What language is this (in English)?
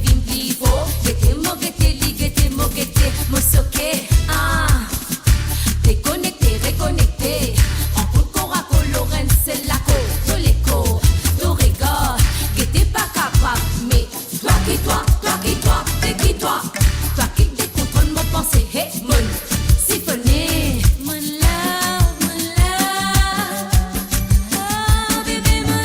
Morisyen